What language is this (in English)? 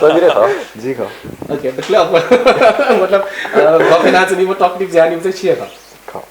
Newari